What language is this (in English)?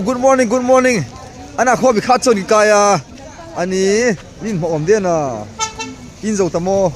Hmar